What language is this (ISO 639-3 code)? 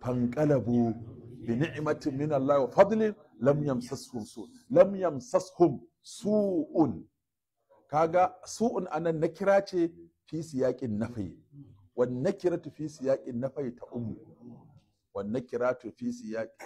hau